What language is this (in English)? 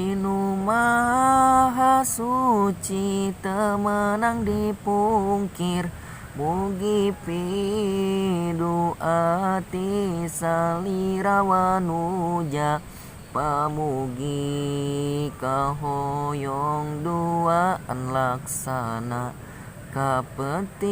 Sundanese